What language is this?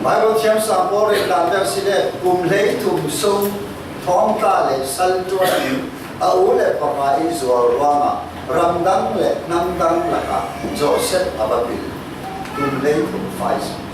Falam Chin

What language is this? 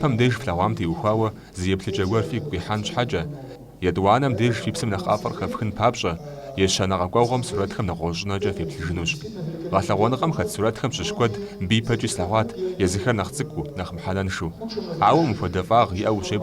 Kabardian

